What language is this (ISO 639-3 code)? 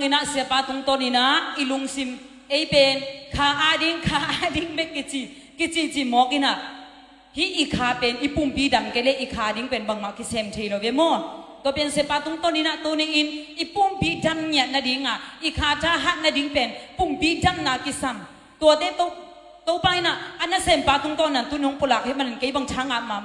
ctd